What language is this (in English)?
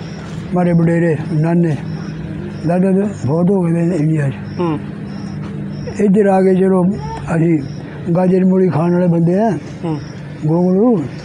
Punjabi